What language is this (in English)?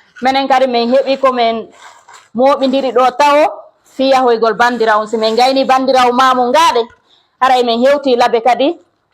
Fula